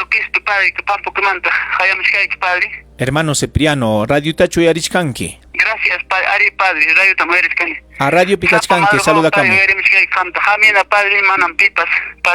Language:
Ayacucho Quechua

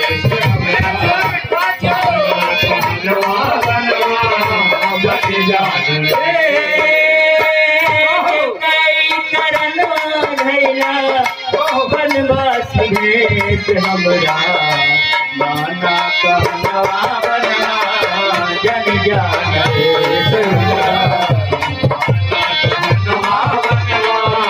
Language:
Bhojpuri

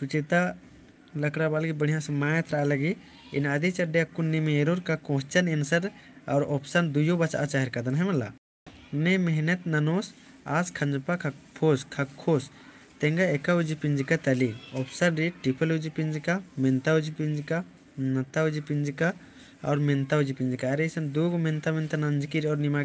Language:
Kurukh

